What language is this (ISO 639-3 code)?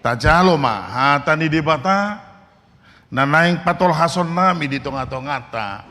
bbc